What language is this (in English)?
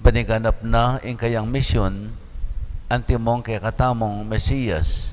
Pampanga